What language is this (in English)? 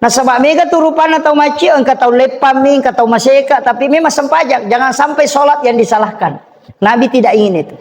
Buginese